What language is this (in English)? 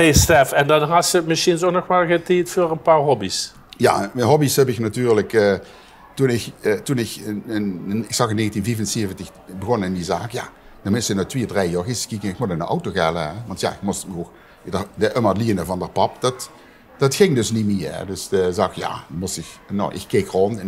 Limburgish